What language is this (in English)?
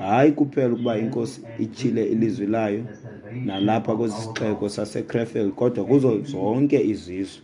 Xhosa